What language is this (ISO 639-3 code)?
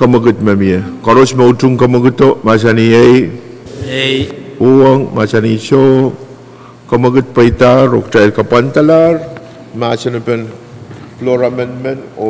pon